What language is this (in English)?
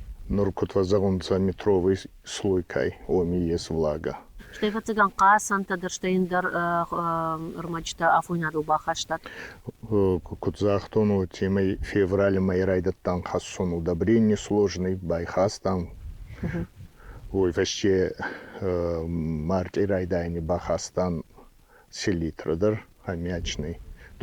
Ossetic